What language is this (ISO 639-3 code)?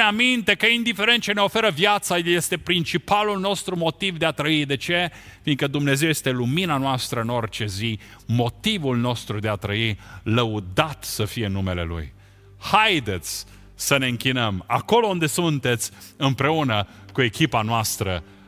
ron